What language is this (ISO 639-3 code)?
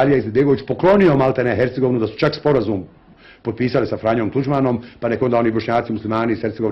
bos